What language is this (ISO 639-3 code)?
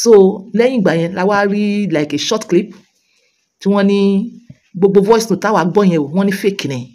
yor